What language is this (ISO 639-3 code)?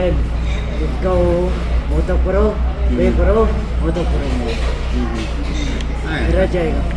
nag